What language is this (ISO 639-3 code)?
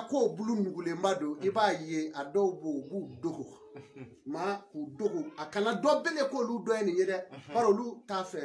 bam